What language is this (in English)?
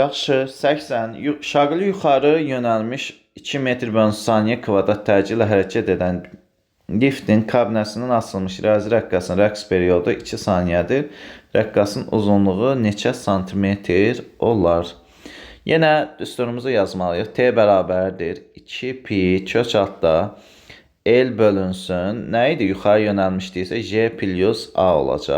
Azerbaijani